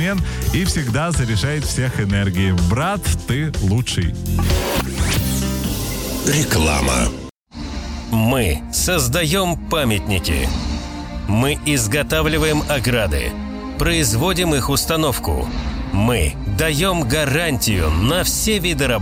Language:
Russian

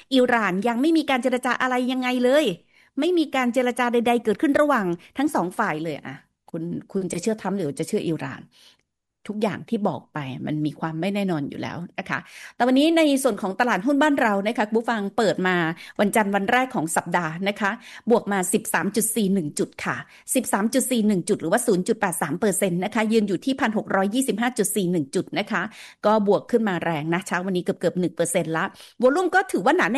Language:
Thai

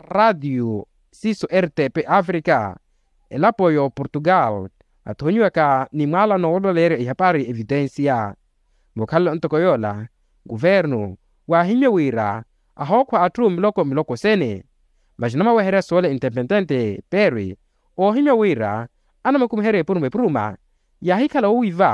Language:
Makhuwa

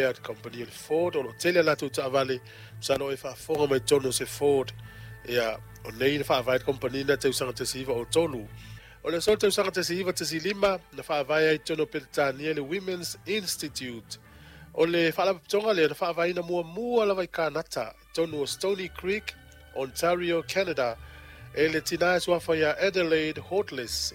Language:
Samoan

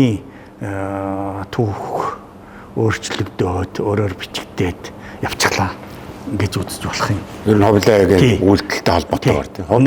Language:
Mongolian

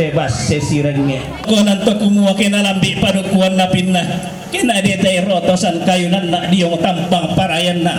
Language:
Toraja-Sa'dan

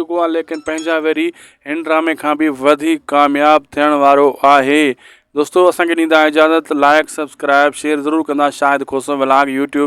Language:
Sindhi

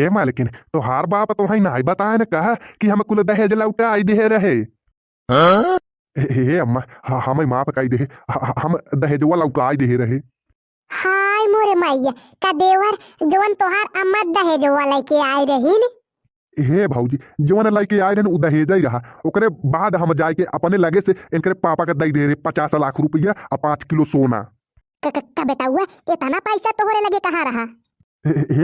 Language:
Bhojpuri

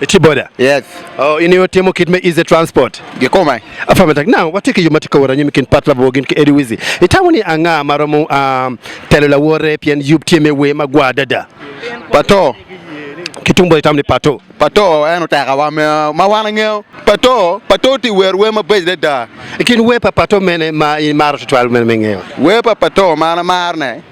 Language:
Acoli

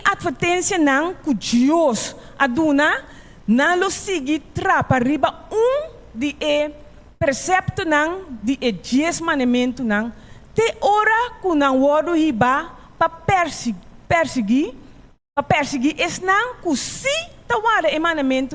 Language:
Papiamento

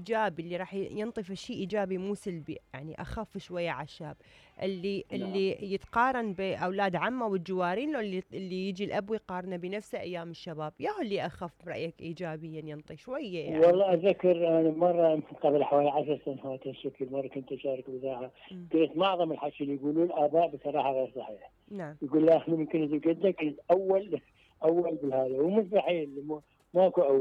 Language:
Mesopotamian Arabic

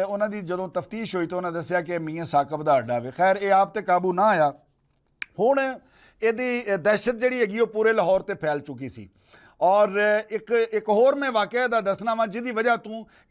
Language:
Western Panjabi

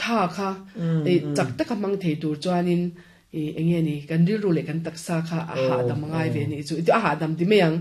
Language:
Mizo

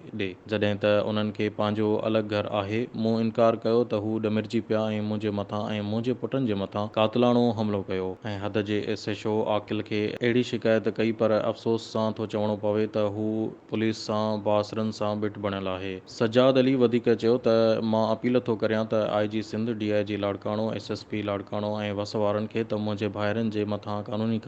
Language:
Sindhi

